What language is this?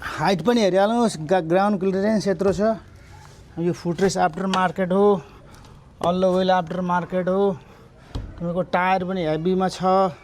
Nepali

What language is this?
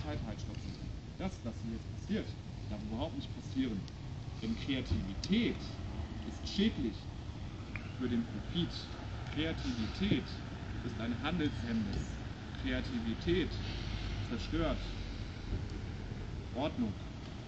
German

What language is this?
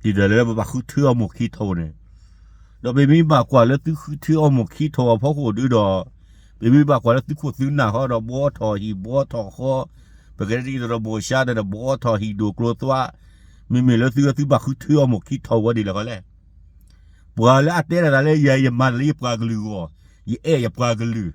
S'gaw Karen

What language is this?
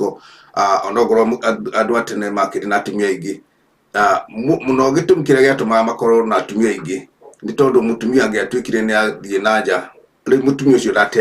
Kikuyu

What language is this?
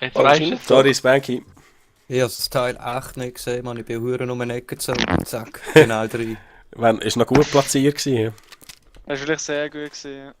Swiss German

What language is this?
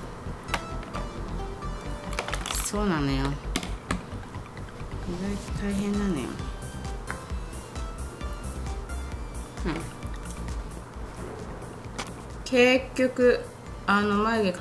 Japanese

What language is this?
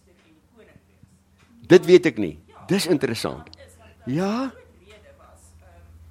Afrikaans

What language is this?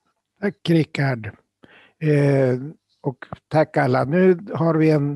Swedish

